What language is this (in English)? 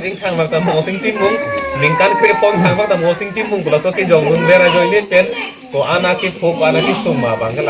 Karbi